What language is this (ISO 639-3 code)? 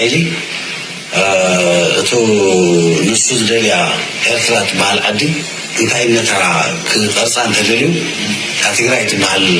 tir